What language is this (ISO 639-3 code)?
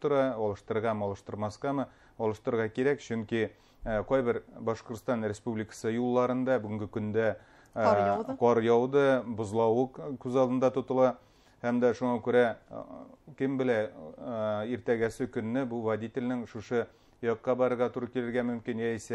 bak